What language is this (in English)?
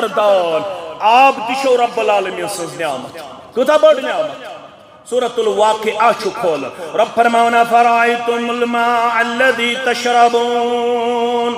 Kashmiri